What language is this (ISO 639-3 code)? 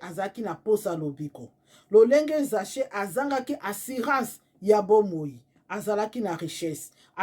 lin